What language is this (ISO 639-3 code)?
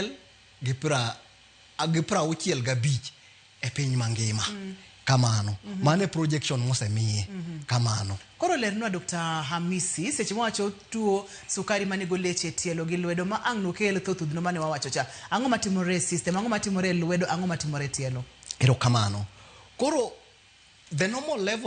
luo